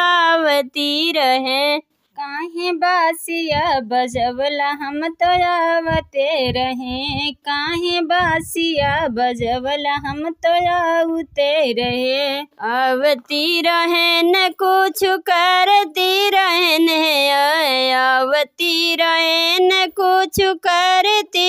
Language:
Bhojpuri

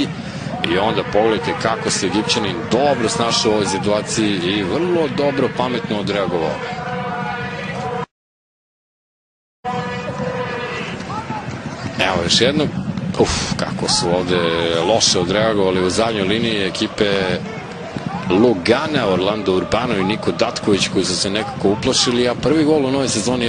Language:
Serbian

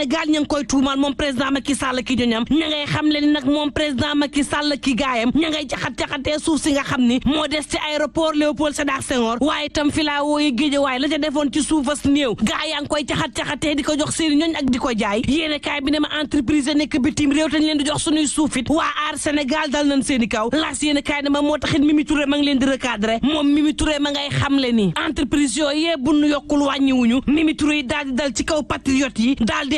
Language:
Wolof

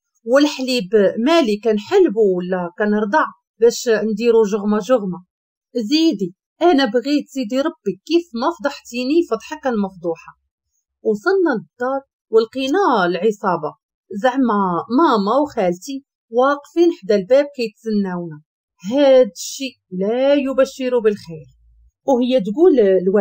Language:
Moroccan Arabic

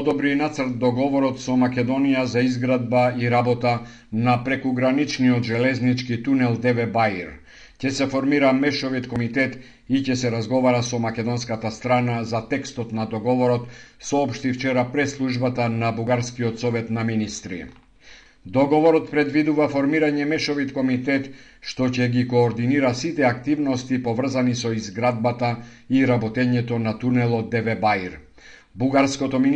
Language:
Macedonian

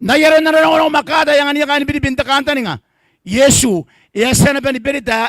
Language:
Gilbertese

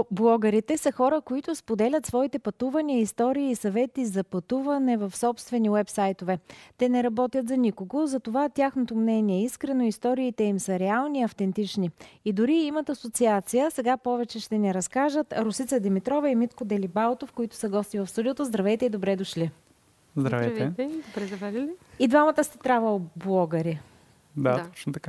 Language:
Bulgarian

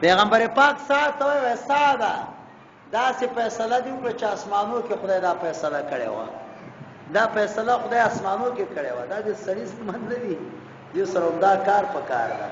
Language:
Pashto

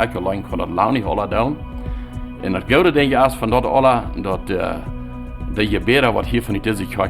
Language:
Plautdietsch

